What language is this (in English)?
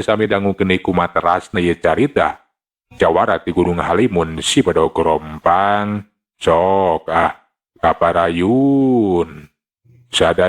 Sundanese